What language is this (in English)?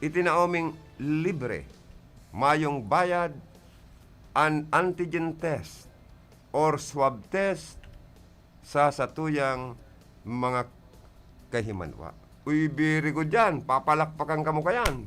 Bikol